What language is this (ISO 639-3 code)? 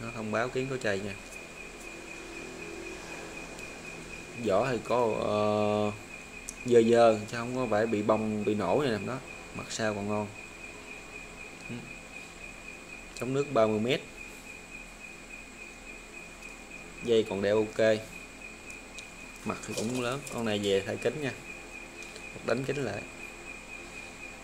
vie